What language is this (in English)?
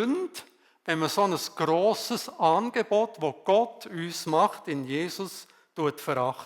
Swiss German